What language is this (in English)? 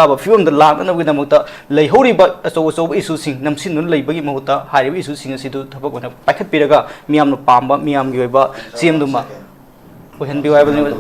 Manipuri